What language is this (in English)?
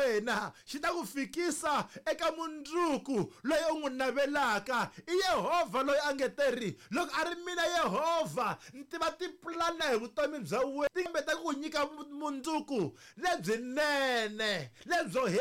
Tsonga